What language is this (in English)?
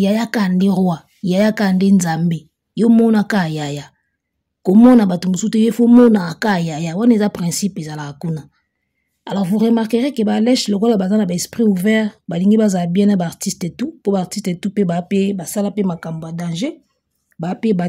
Lingala